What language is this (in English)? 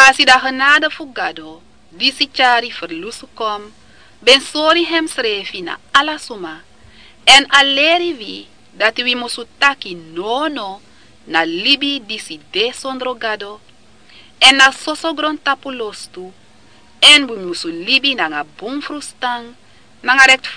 Sranan Tongo